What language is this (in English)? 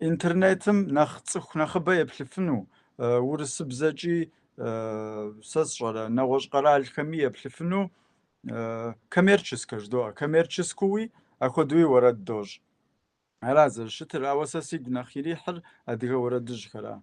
Kabardian